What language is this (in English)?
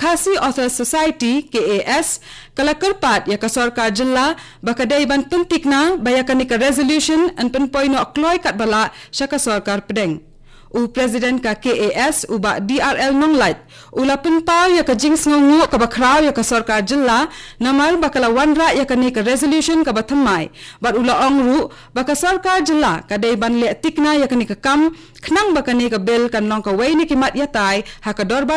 Khasi